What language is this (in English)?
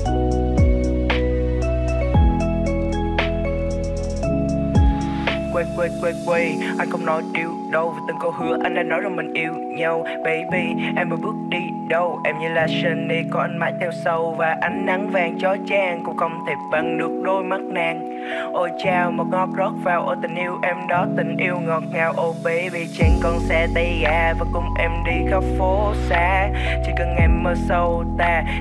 Vietnamese